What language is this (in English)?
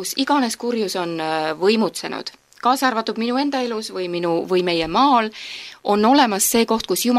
Estonian